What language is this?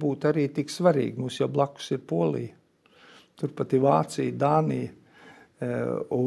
Latvian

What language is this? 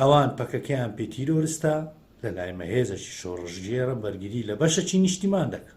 Central Kurdish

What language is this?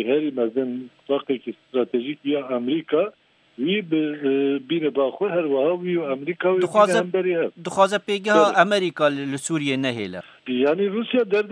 Kurdish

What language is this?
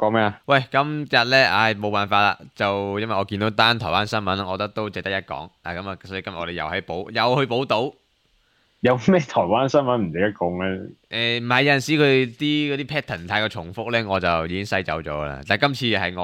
Cantonese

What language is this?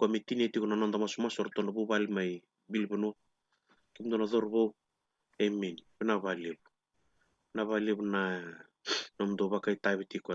Fijian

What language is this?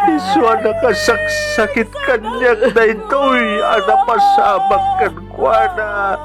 Iloko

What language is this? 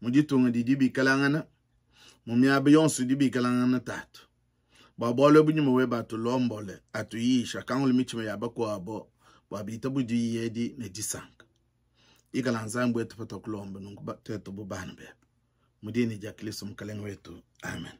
Luba-Lulua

